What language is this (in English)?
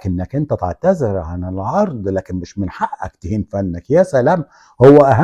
Egyptian Arabic